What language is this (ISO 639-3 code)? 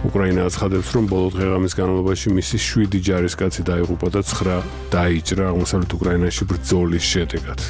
kat